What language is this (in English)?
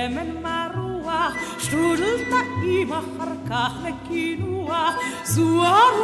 Hebrew